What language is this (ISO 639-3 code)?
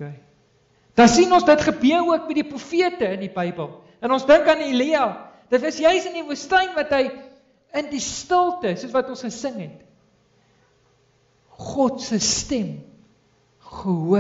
afr